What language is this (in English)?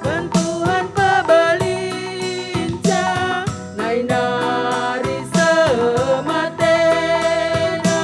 Batak Karo